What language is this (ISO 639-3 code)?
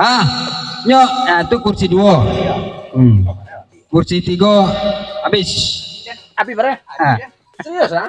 min